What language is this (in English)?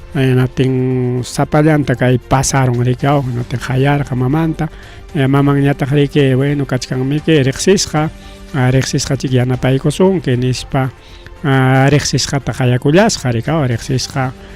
Ayacucho Quechua